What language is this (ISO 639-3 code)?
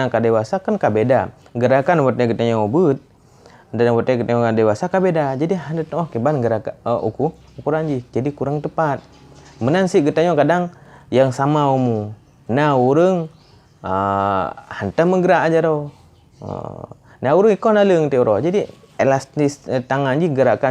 ace